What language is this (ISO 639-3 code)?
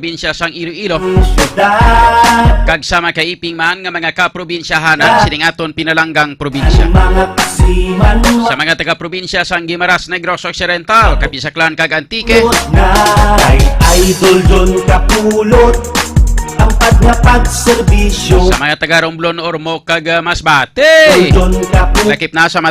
hil